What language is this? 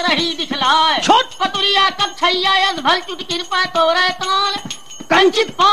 Bhojpuri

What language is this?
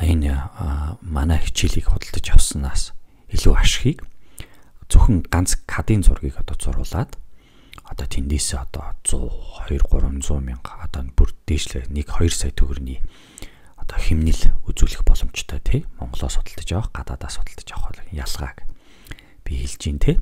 Mongolian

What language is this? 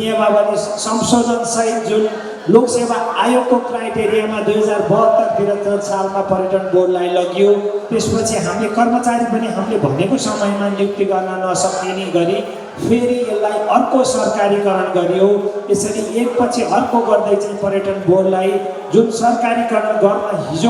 Nepali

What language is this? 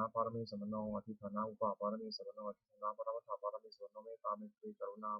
Pali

